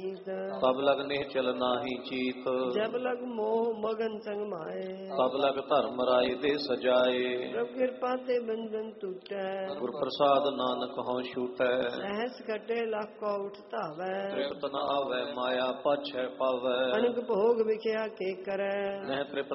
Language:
Punjabi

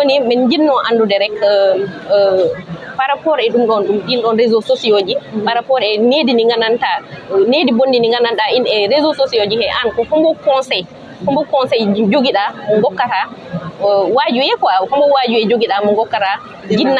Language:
Fula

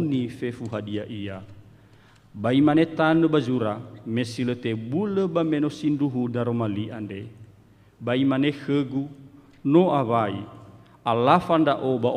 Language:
Nias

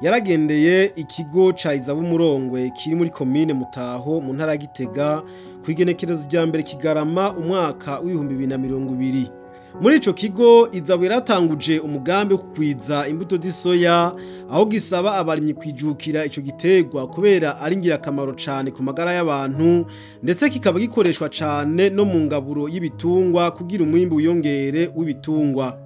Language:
Rundi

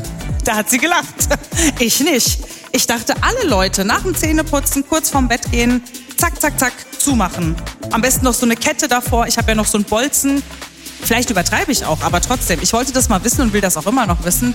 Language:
German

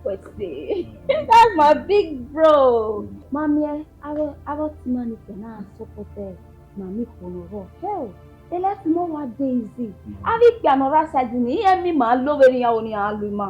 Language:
Bini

